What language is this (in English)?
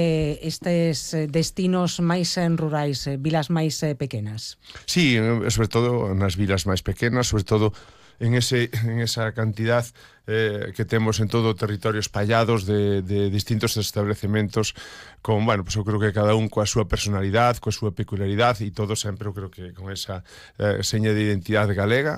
Galician